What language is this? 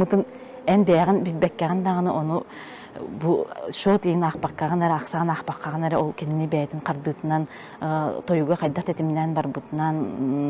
Yakut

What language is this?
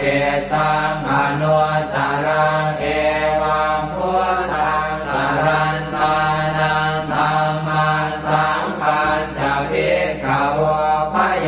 Pali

